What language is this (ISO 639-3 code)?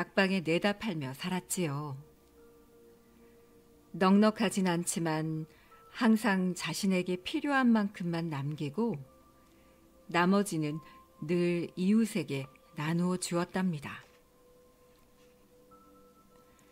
kor